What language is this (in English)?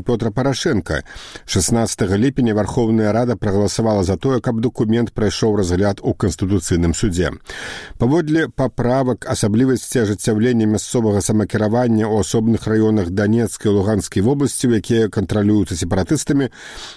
Belarusian